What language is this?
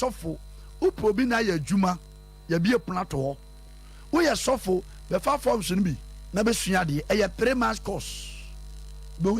Akan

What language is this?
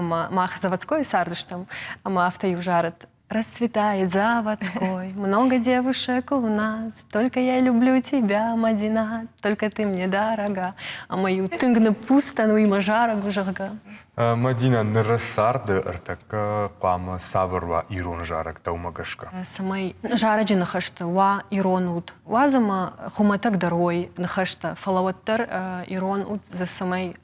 Ossetic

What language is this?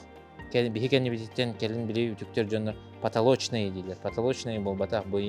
Yakut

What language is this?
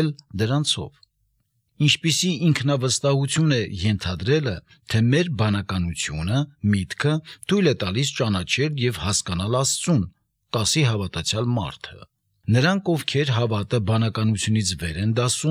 Armenian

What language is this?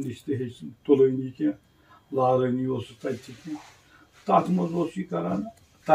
Kashmiri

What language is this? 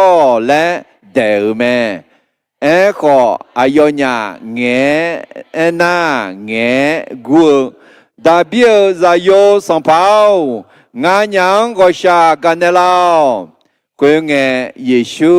Akha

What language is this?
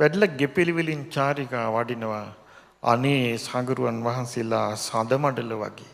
Sinhala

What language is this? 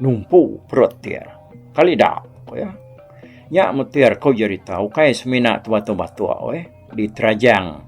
Iban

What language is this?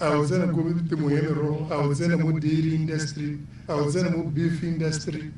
Tswana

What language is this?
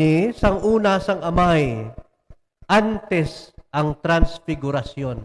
Hiligaynon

